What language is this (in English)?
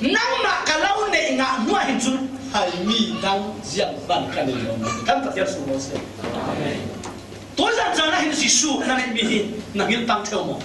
Falam Chin